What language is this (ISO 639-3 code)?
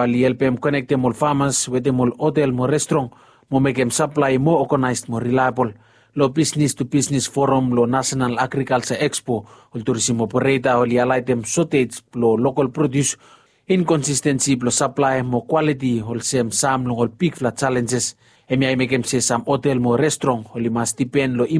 bis